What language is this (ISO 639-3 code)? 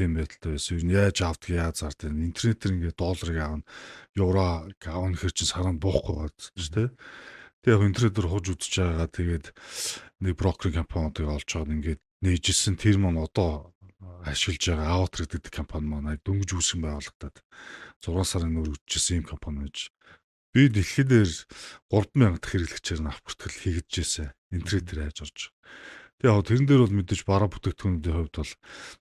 mon